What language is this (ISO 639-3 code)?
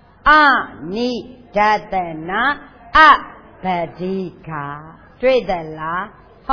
mya